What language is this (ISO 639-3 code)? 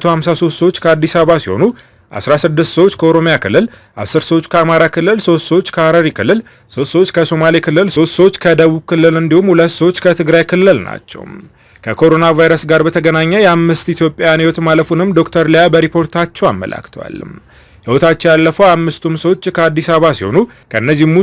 amh